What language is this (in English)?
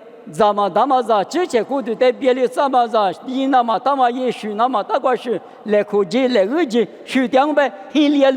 Lisu